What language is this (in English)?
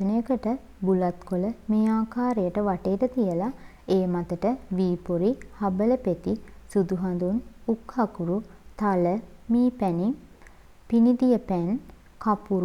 Sinhala